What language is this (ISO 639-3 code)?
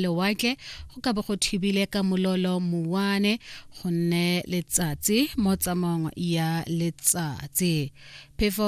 tsn